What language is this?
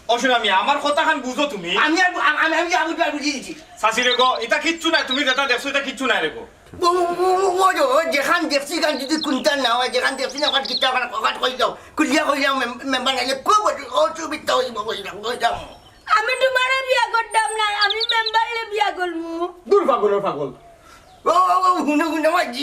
Sylheti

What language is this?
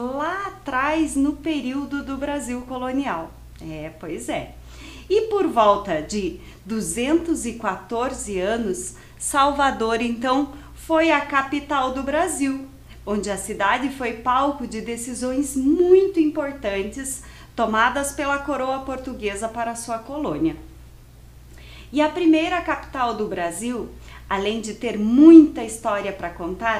Portuguese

